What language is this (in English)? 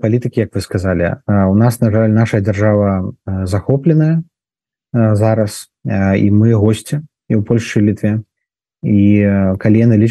Belarusian